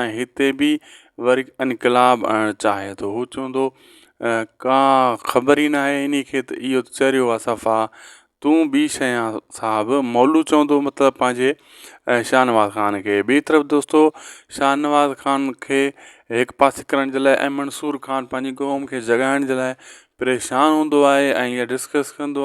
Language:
Sindhi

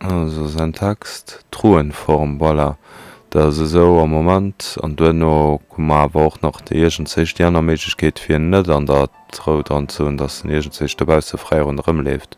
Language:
Luxembourgish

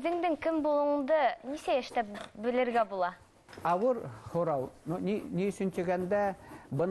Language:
Bashkir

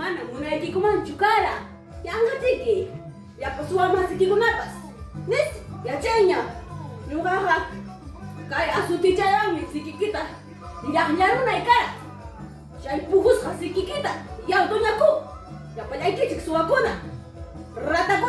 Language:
Ayacucho Quechua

